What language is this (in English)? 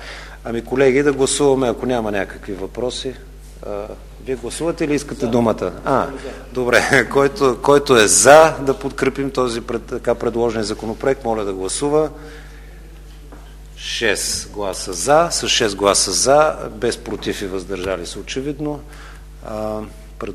Bulgarian